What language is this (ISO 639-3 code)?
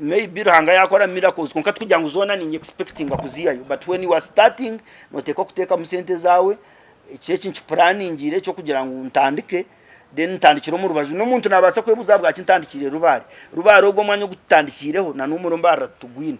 nyn